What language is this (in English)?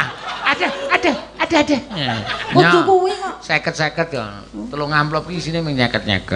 Javanese